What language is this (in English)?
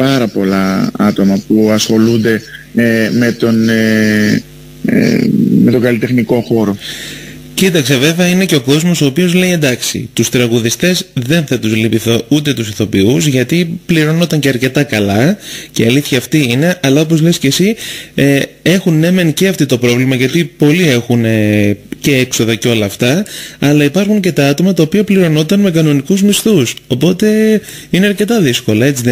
Greek